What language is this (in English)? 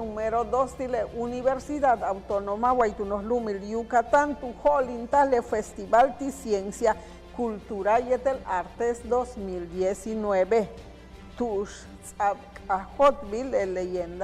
Yucateco